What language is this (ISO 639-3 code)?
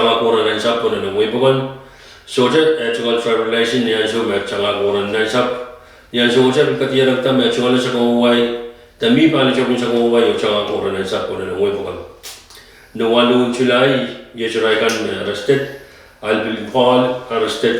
pon